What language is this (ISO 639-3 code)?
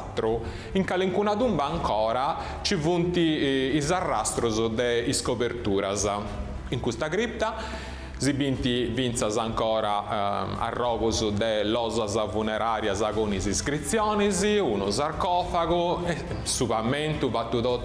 srd